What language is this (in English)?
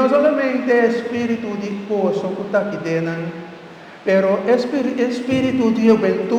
Papiamento